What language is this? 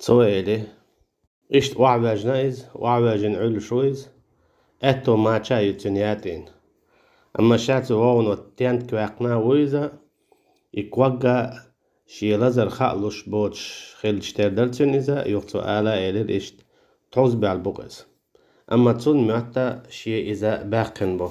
Chechen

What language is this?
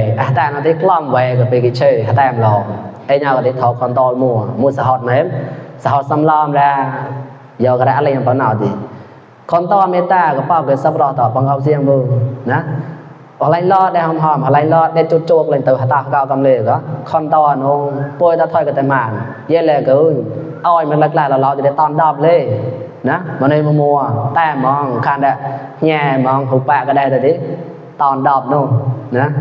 Mon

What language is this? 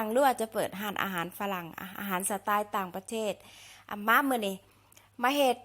Lao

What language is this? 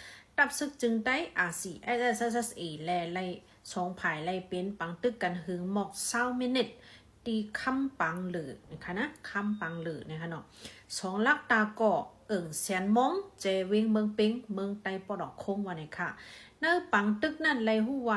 Shan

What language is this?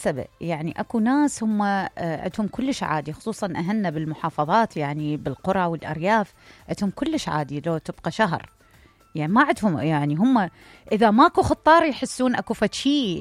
Mesopotamian Arabic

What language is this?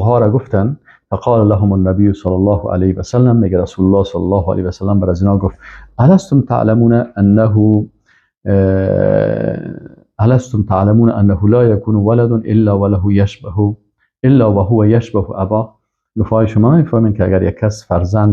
Persian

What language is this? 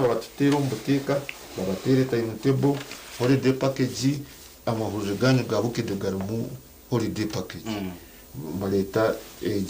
Nyankole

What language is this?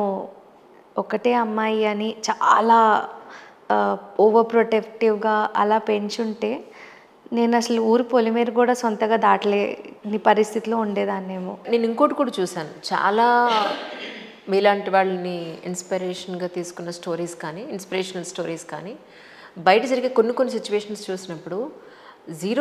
Telugu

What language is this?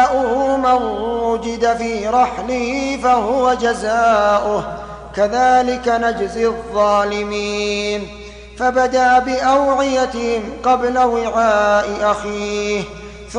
Arabic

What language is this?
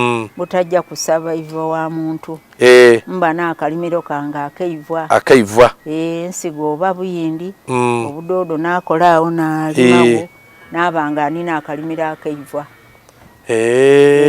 Soga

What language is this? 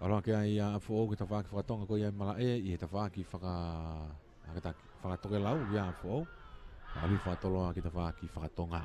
Tongan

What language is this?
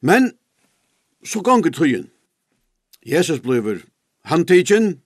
Faroese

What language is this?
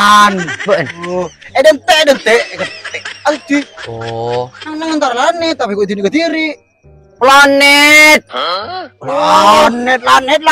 Madurese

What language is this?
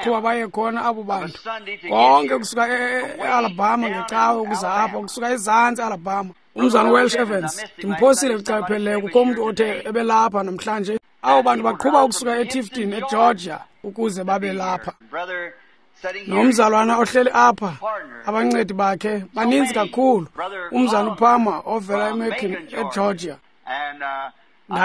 Xhosa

